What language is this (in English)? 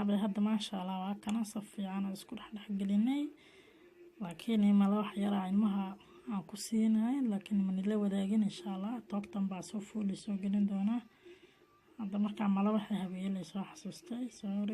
Somali